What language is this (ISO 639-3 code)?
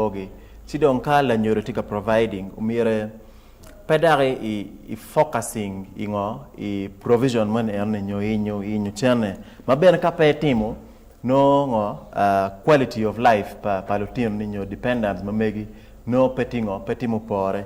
ach